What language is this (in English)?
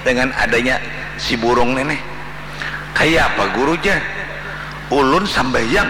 Banjar